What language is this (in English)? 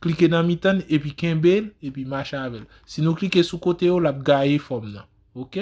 Haitian Creole